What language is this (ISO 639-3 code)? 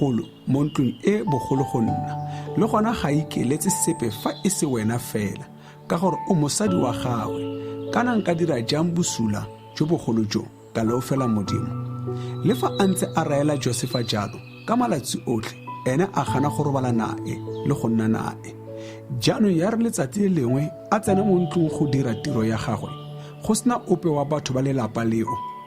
tsn